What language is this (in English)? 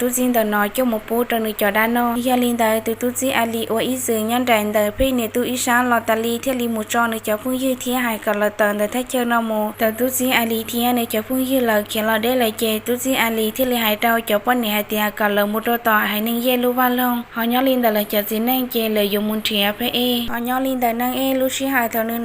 Hmong